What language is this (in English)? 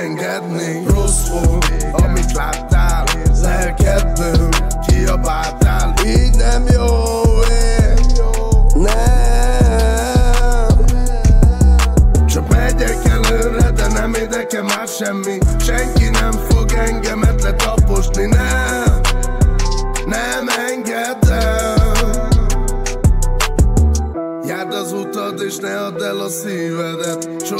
Hungarian